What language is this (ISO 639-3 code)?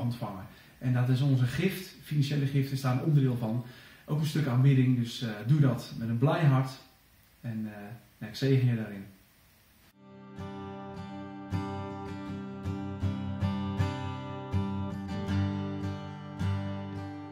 nld